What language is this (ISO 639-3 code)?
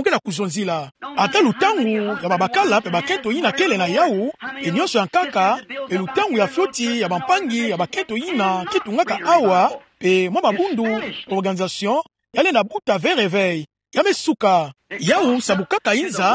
ktu